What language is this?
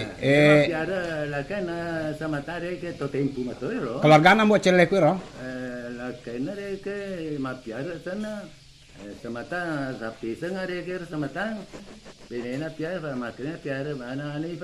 Buginese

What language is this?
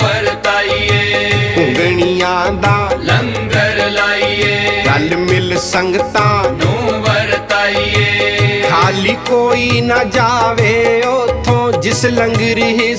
Punjabi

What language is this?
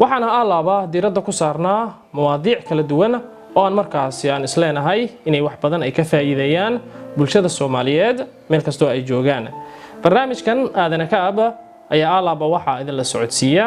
Somali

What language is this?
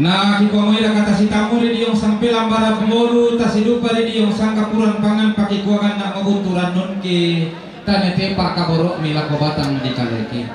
Toraja-Sa'dan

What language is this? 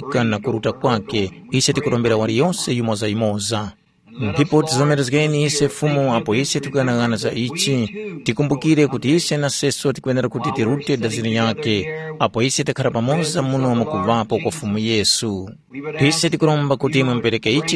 Tumbuka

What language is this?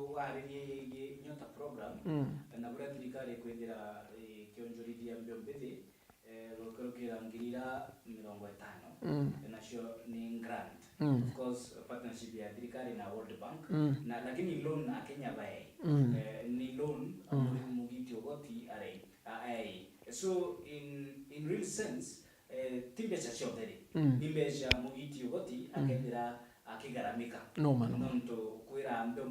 Meru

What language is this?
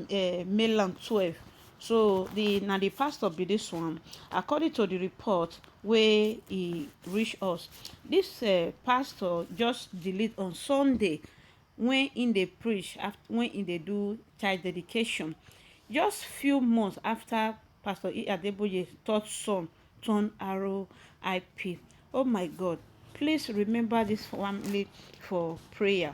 Nigerian Pidgin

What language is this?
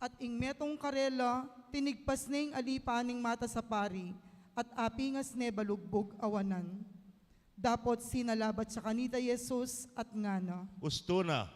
Pampanga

